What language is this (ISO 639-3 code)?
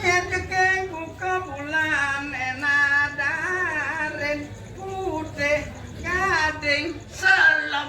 ban